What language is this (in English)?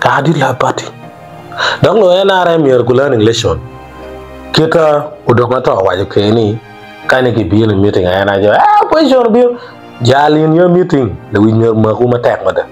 Acoli